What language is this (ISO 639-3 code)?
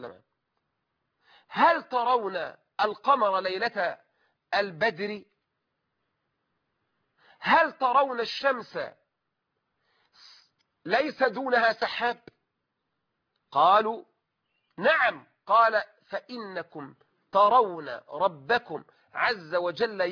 ara